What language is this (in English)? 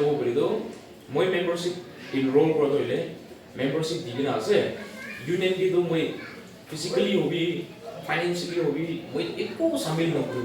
Naga Pidgin